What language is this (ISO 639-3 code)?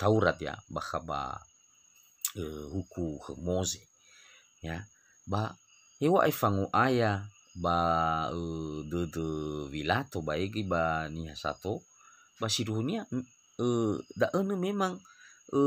nia